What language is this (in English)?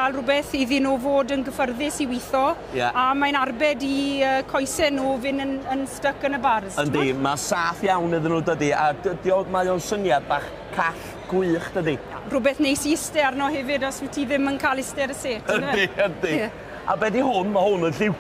Welsh